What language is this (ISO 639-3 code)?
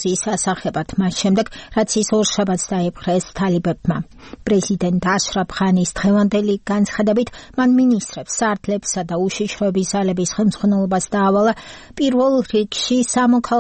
kat